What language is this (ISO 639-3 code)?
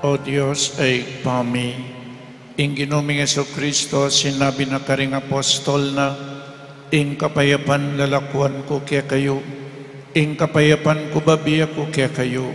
pam